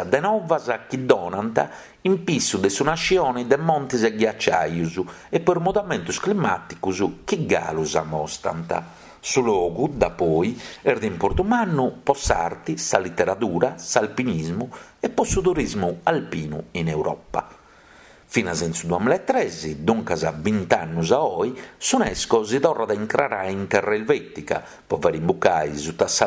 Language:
Sardinian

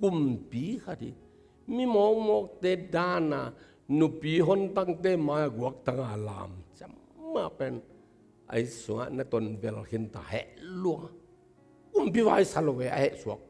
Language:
Tedim Chin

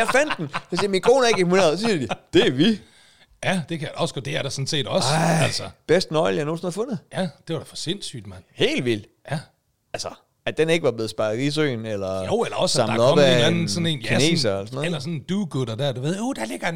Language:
Danish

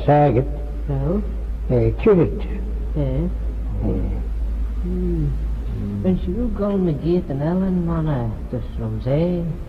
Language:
Manx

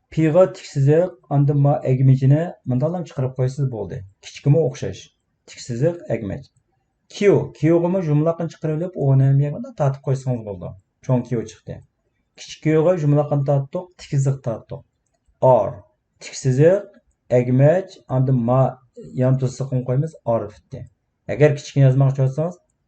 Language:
Uyghur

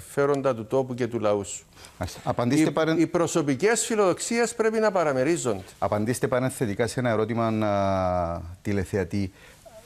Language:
Greek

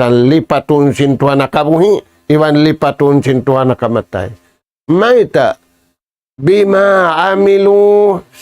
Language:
Tausug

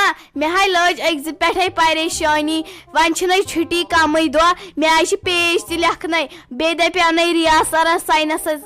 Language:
Kashmiri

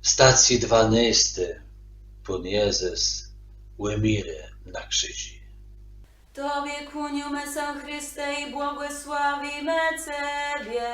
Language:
Kashubian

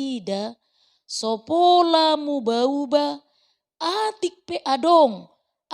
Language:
Batak Toba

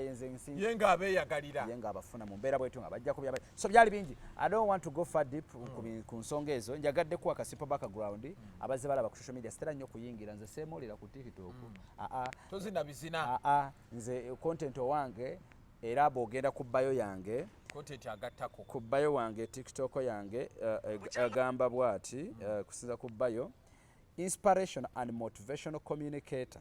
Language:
Ganda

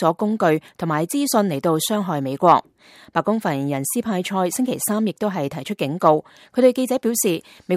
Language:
Cantonese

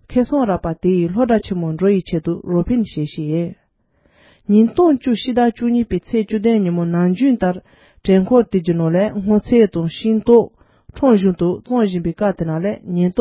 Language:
Tibetan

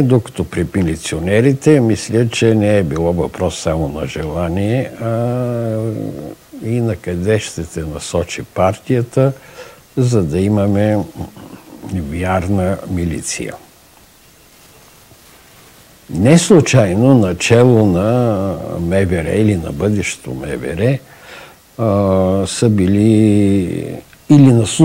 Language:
Bulgarian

